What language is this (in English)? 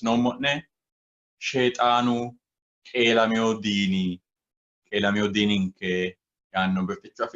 Sidamo